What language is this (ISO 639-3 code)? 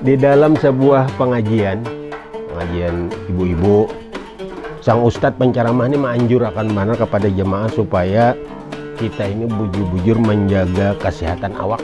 bjn